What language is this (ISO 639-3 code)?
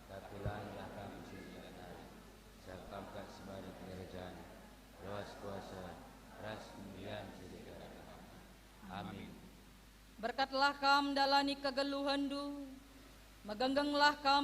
btx